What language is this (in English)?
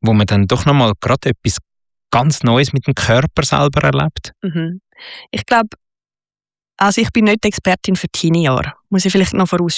German